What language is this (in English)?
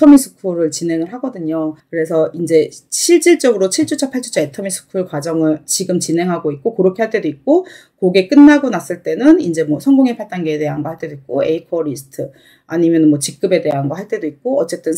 Korean